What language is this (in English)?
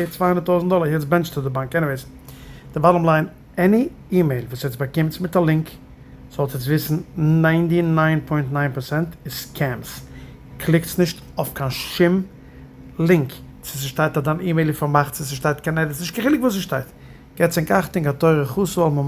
Yiddish